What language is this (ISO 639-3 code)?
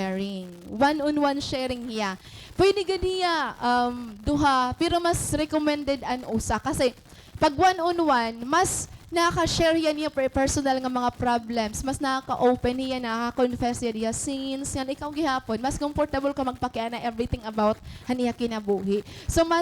war